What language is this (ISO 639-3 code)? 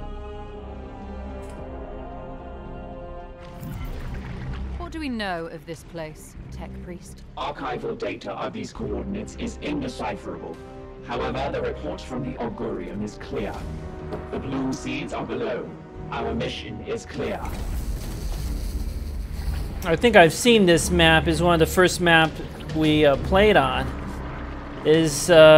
eng